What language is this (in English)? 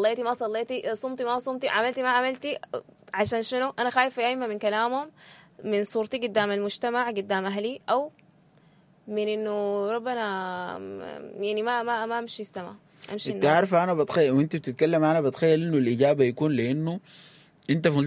Sudanese Arabic